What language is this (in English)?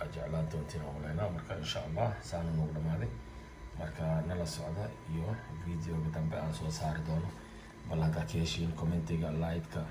Somali